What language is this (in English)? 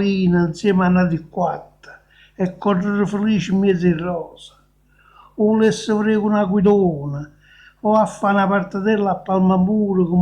Neapolitan